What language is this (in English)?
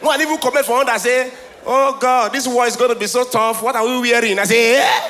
Nigerian Pidgin